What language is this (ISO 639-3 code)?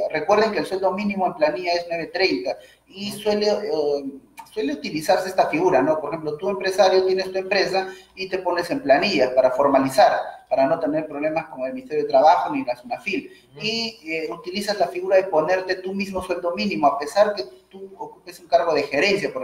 spa